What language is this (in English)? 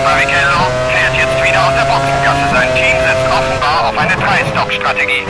Bavarian